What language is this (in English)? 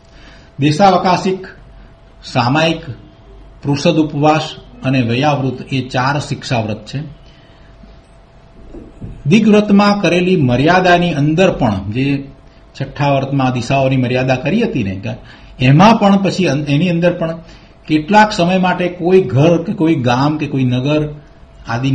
Gujarati